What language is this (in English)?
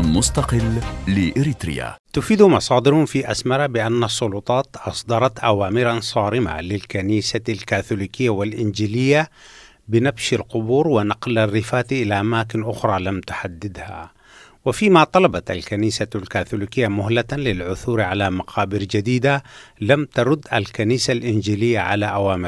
Arabic